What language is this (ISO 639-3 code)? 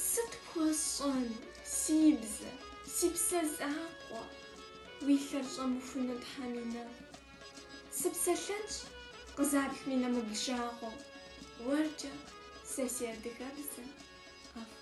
kbd